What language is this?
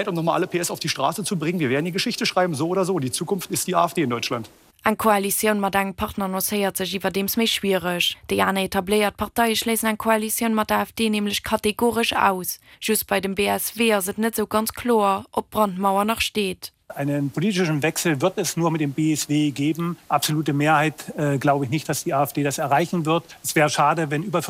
Luxembourgish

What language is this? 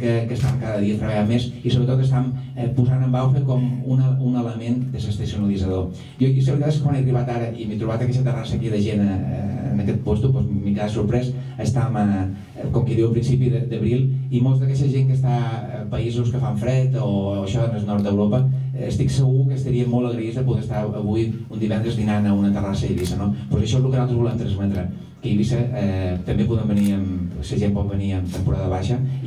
Catalan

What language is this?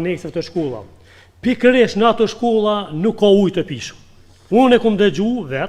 Albanian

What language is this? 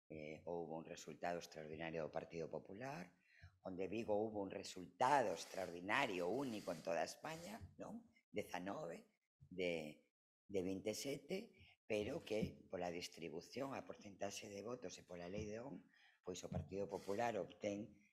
Galician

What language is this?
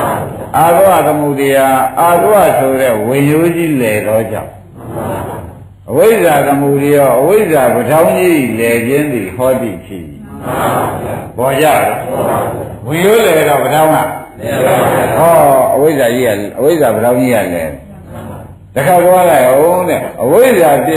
Burmese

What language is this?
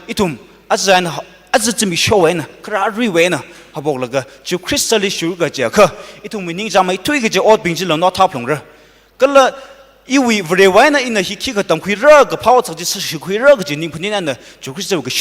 Tangkhul Naga (India)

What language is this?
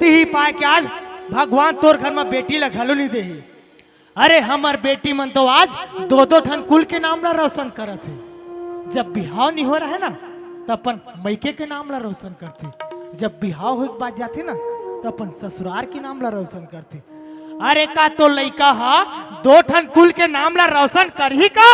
Chhattisgarhi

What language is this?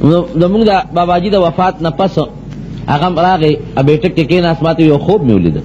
Pashto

